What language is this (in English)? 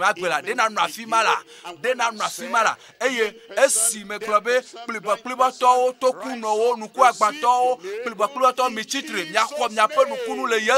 Ewe